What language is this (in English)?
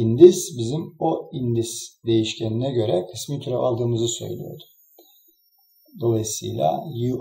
Turkish